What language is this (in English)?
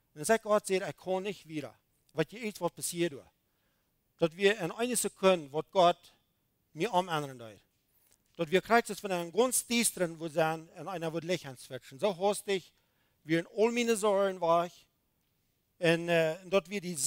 Plautdietsch